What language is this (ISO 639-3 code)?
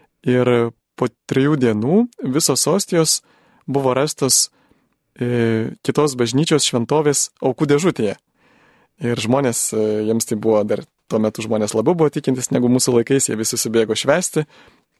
lit